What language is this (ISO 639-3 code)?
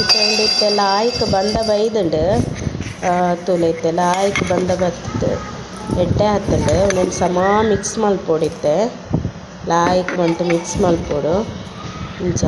tcy